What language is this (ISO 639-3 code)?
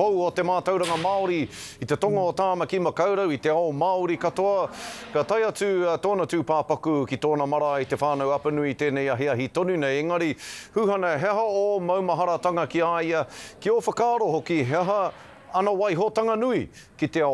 mri